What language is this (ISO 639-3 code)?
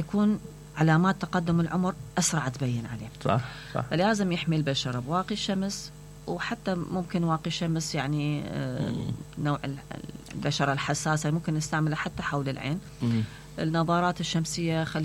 acm